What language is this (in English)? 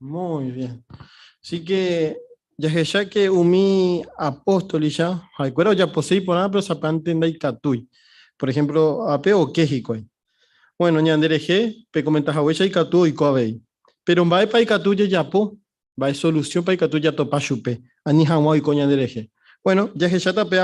Guarani